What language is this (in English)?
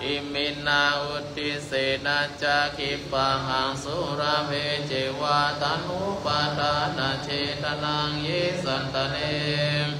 Pali